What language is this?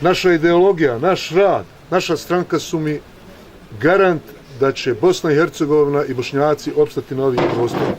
Bosnian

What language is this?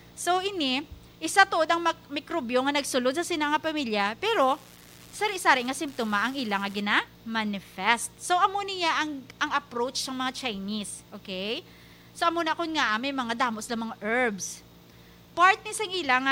Hiligaynon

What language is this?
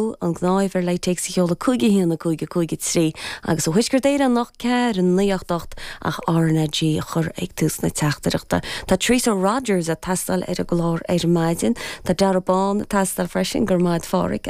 Irish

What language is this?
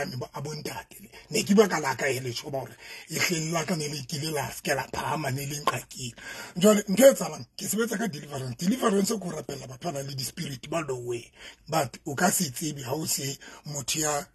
Southern Sotho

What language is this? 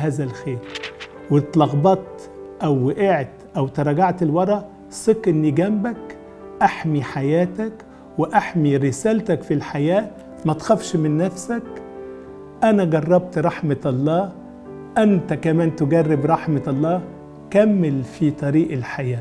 Egyptian Arabic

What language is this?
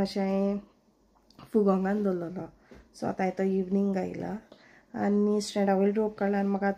Konkani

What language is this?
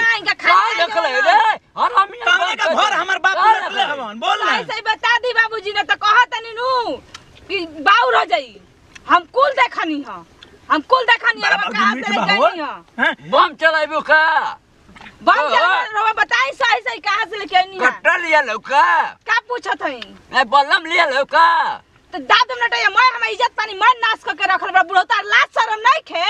Bhojpuri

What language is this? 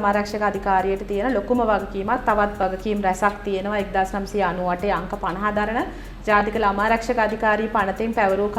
Sinhala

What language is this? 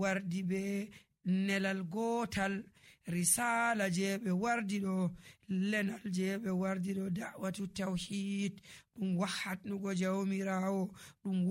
Nigerian Fulfulde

